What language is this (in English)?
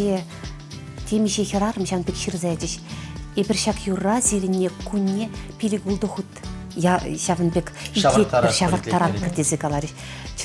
Chuvash